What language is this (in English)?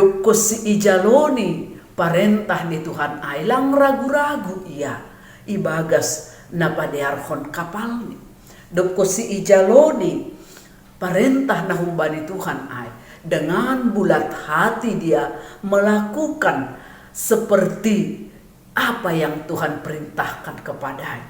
Batak Simalungun